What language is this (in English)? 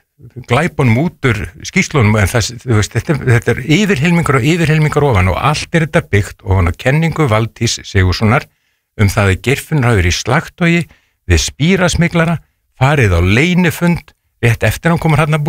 Icelandic